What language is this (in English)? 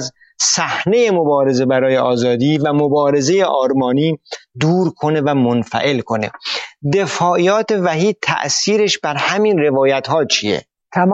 Persian